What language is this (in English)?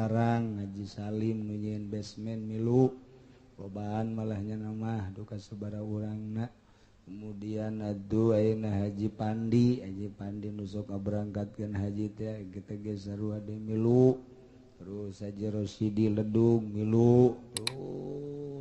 Sundanese